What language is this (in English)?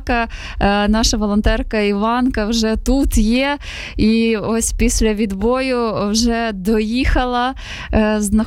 Ukrainian